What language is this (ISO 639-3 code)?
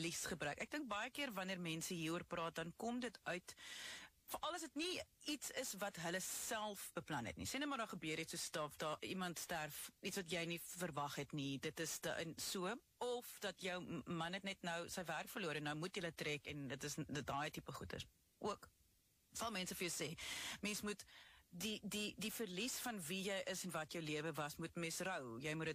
afr